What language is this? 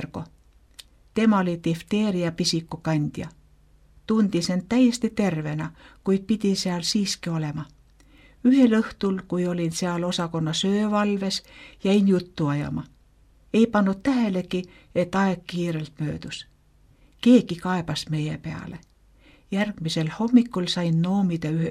Estonian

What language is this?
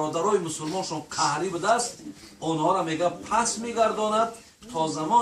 Tajik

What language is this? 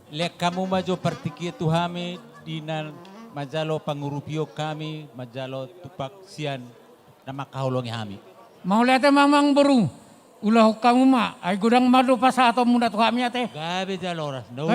Batak Toba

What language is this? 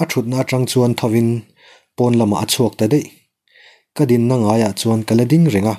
Mizo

